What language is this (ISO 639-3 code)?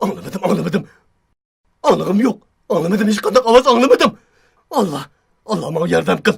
uig